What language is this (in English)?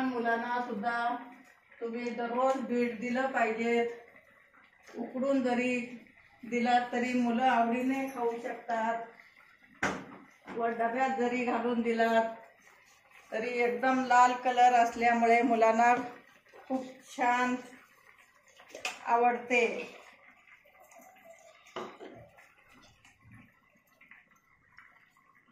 Marathi